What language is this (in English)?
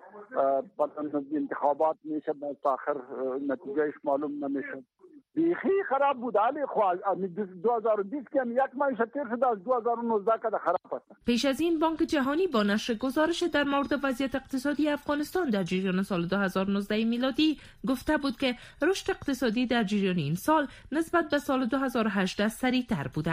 Persian